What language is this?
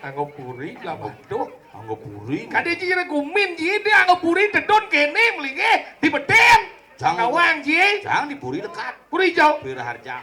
Balinese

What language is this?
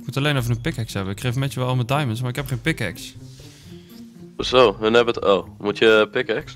Dutch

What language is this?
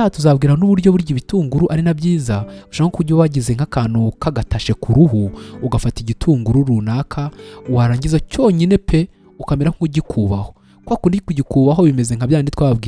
Kinyarwanda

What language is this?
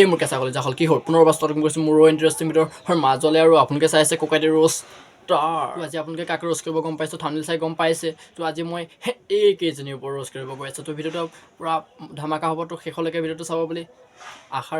Assamese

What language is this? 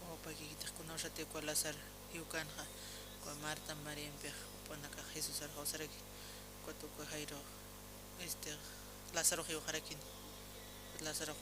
Aymara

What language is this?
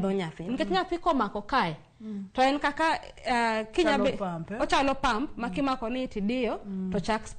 Luo (Kenya and Tanzania)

